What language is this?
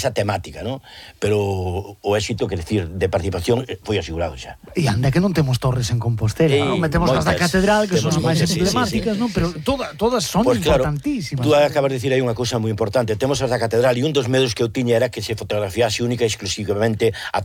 Galician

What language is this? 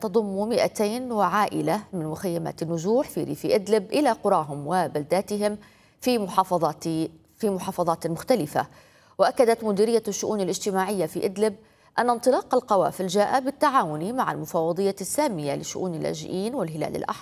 Arabic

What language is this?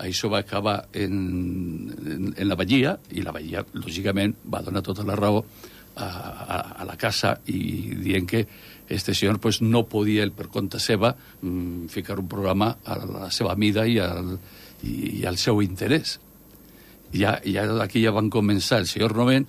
Catalan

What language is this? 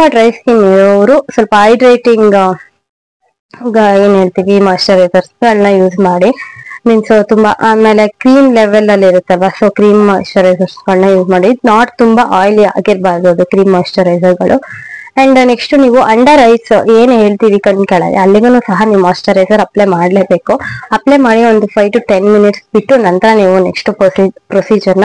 Kannada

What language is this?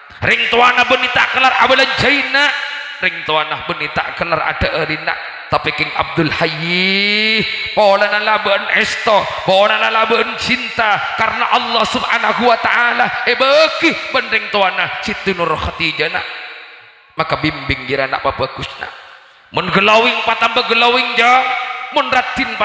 Madurese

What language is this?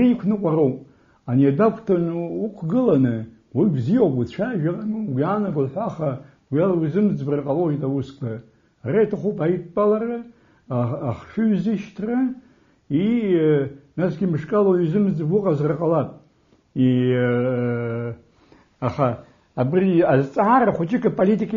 Abkhazian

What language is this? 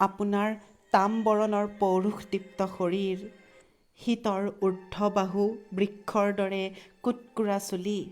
Assamese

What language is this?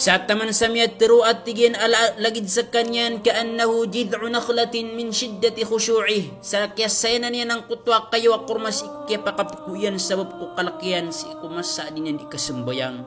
Maranao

